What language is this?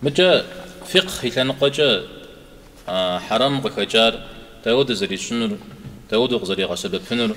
Kabardian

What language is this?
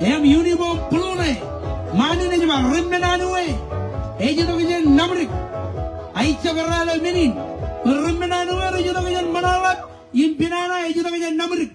Marshallese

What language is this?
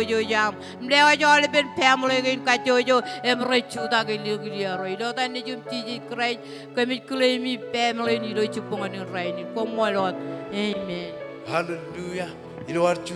Marshallese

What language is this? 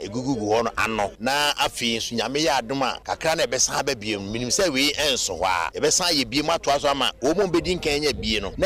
Akan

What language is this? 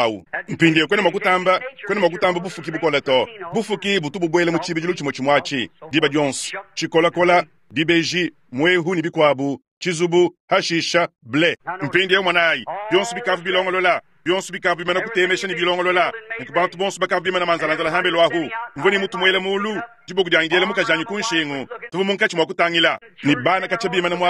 Luba-Lulua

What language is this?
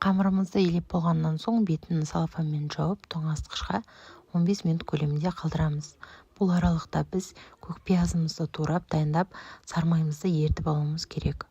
Kazakh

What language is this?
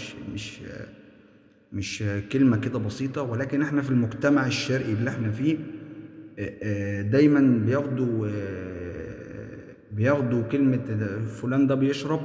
Egyptian Arabic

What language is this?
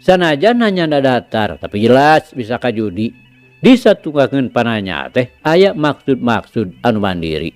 Sundanese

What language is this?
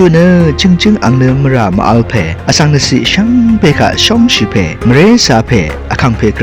Rawang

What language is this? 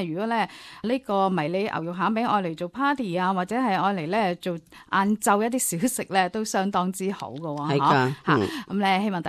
Cantonese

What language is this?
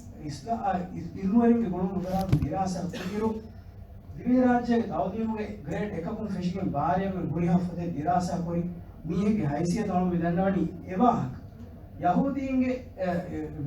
Divehi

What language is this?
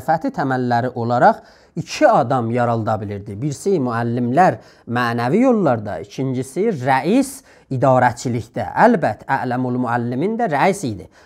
South Azerbaijani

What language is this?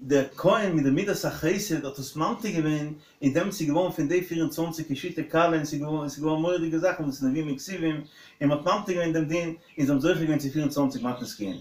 Yiddish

